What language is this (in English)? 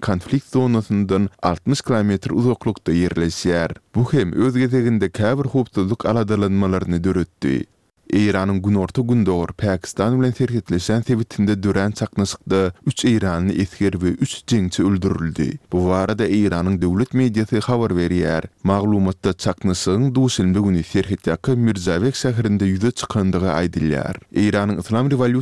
Turkmen